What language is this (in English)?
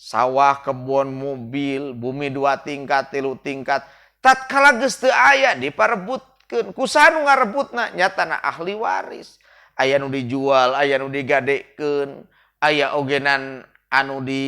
Sundanese